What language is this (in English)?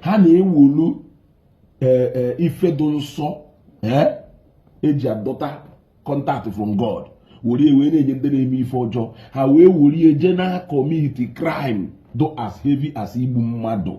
Igbo